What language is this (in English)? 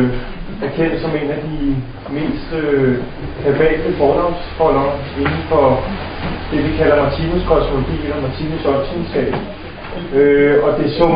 Danish